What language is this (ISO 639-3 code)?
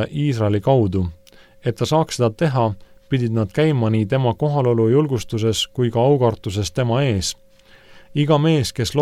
est